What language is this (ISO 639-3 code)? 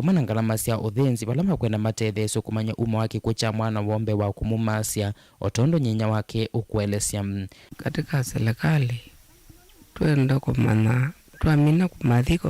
kam